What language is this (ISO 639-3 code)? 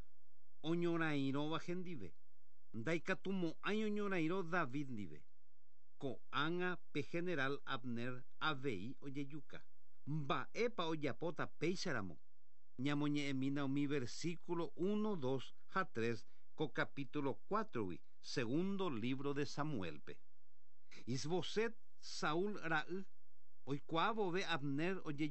grn